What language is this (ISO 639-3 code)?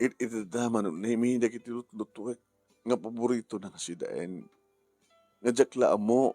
ilo